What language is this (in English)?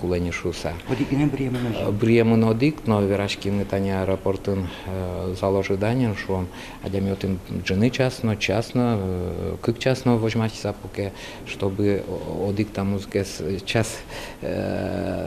Udmurt